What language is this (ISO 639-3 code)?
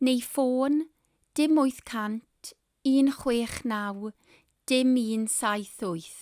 cym